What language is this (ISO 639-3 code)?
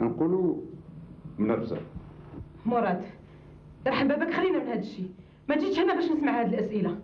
arq